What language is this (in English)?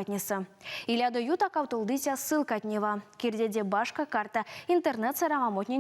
Erzya